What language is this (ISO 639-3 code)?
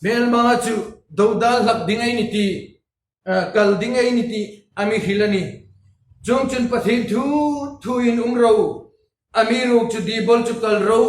hmr